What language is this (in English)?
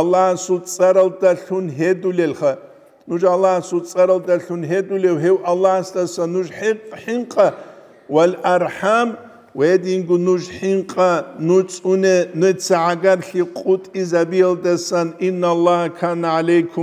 Avaric